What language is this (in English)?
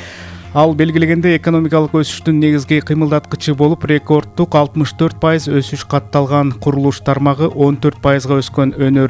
Kyrgyz